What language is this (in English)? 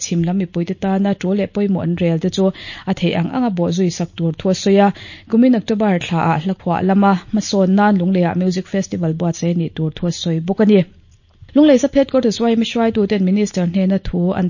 Mizo